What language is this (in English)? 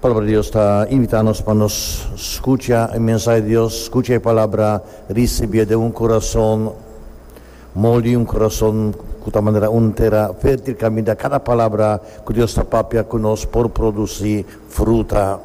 Papiamento